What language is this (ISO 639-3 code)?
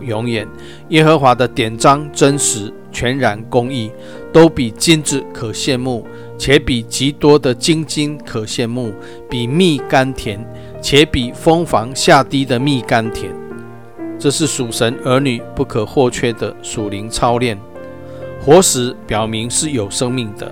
zho